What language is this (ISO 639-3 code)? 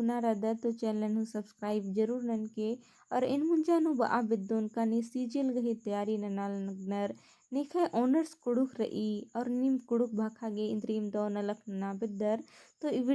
kru